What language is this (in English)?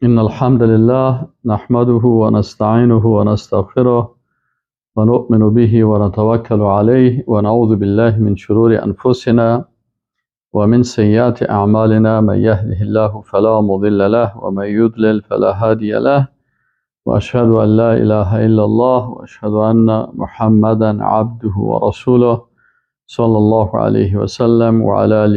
Persian